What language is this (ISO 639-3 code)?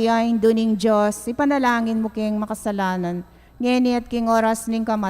pam